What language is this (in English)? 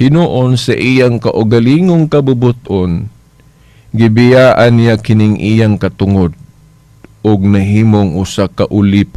Cebuano